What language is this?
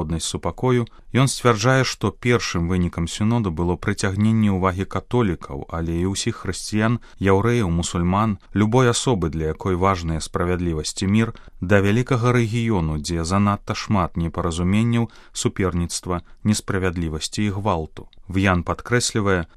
Belarusian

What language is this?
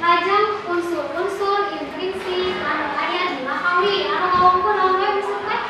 Sundanese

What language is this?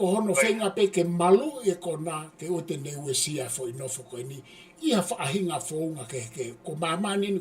Tongan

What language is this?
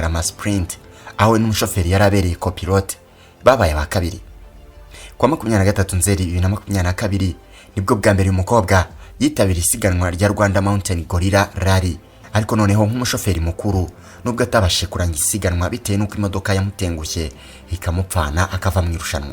Kinyarwanda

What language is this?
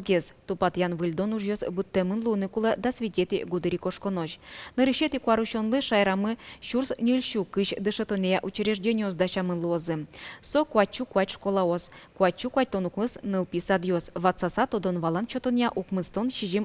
Udmurt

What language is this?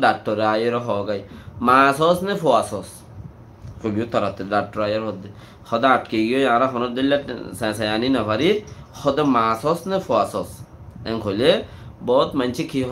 Rohingya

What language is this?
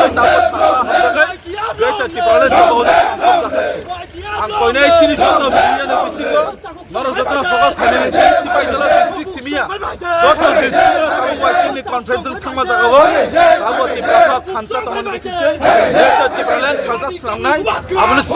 Kok Borok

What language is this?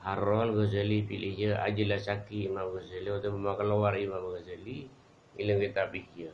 Madurese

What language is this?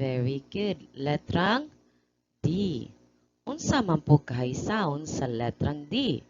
Cebuano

